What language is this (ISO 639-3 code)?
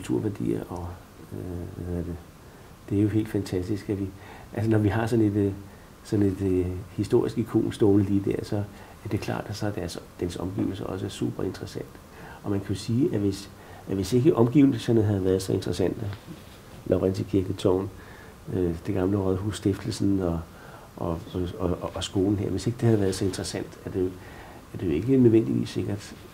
dan